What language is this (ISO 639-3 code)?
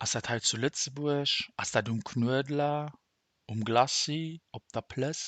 ltz